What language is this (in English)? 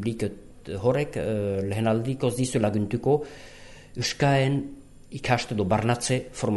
Basque